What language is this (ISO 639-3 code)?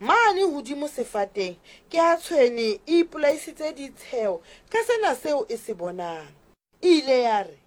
sot